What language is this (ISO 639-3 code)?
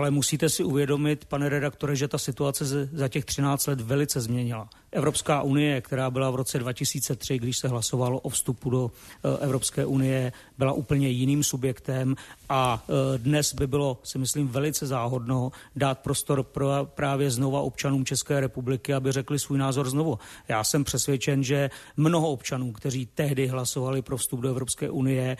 ces